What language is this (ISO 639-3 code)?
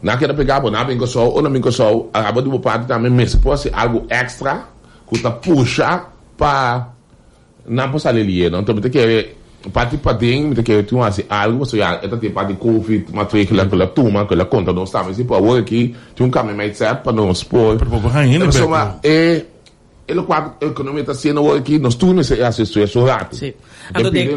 pap